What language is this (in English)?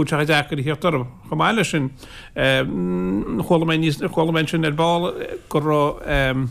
Irish